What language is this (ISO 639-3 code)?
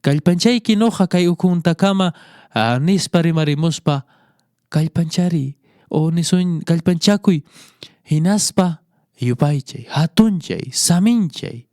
que